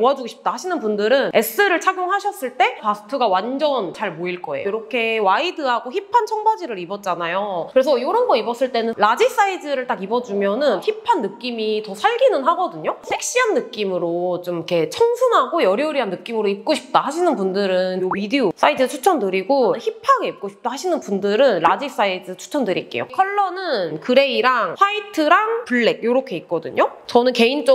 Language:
Korean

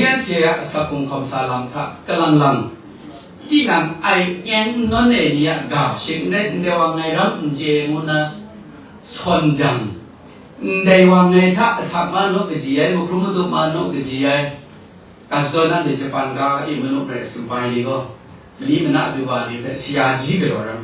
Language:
Kachin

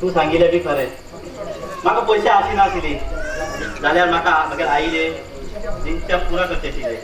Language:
Konkani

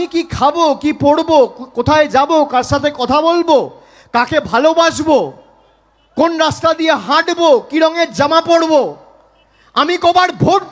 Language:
Bangla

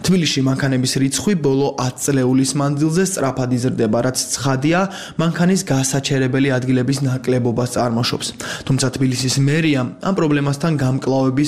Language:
Georgian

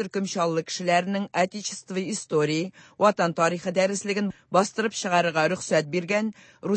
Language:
Tatar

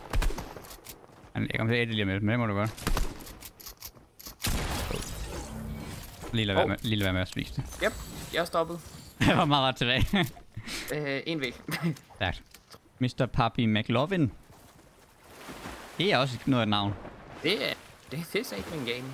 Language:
Danish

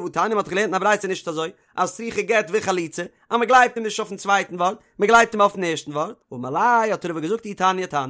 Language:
Yiddish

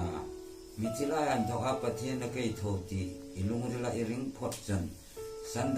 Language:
Hmar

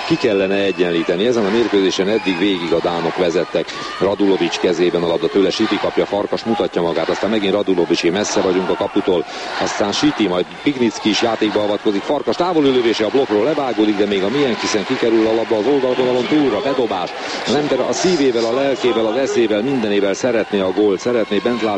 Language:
Hungarian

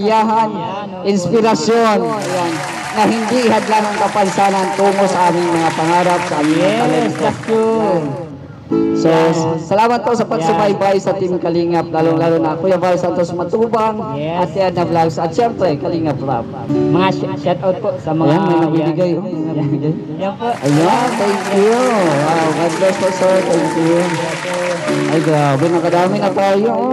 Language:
Filipino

